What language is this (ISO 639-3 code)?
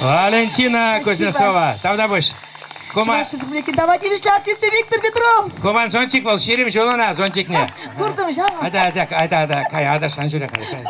chv